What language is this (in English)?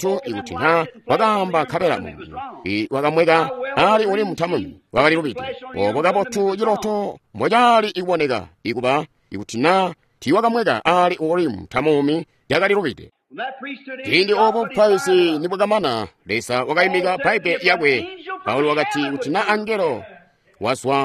Tonga (Zambia)